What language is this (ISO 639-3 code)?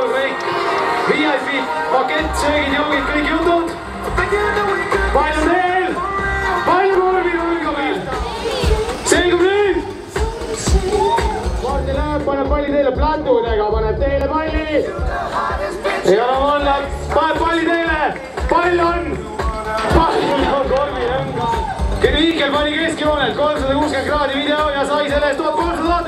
est